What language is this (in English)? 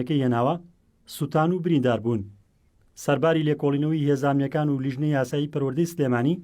Central Kurdish